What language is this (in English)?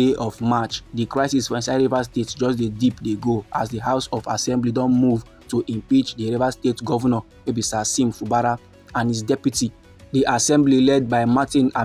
Nigerian Pidgin